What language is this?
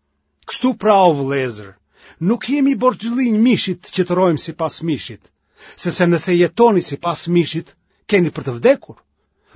Albanian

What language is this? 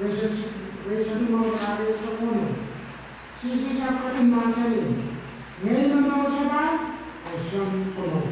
Pohnpeian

